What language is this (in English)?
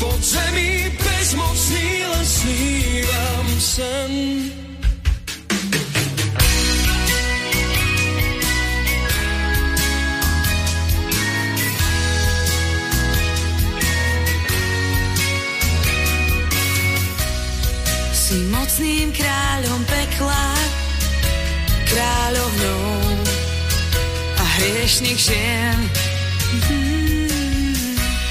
Slovak